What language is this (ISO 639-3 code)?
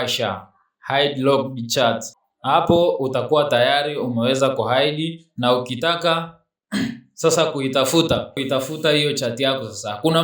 swa